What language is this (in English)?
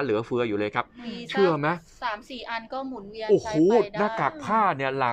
Thai